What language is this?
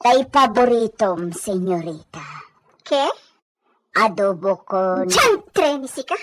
Iloko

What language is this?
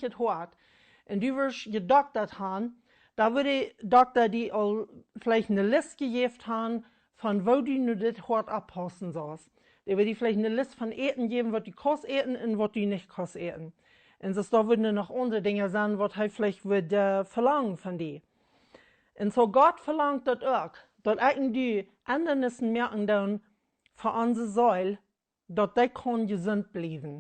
Plautdietsch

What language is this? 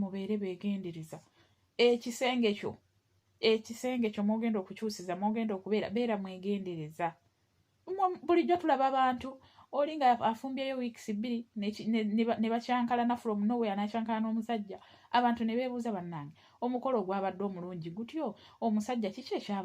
Ganda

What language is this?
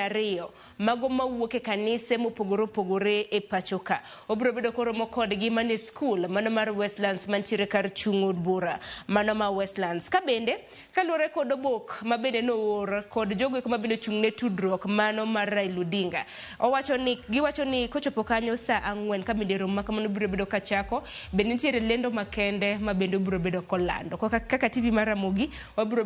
Luo (Kenya and Tanzania)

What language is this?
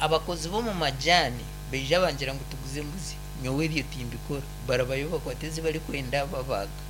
Nyankole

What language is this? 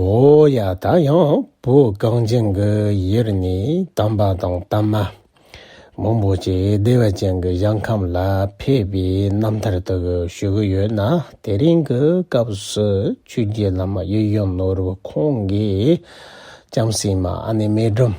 Tibetan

